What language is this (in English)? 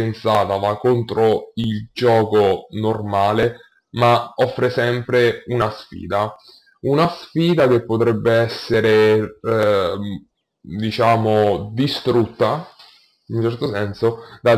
Italian